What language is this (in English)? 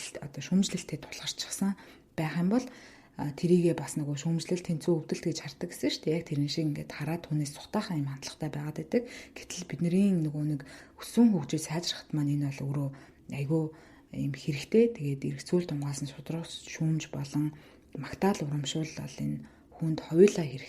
Mongolian